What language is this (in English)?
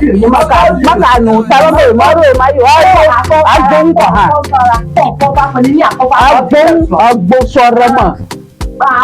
Ewe